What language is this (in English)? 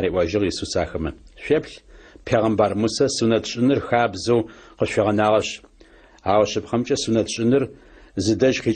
Adyghe